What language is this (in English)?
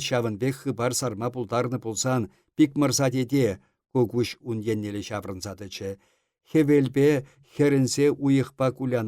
Chuvash